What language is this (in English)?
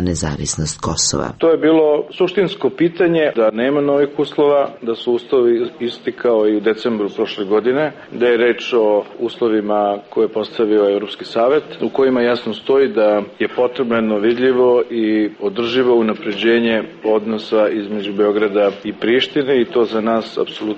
Serbian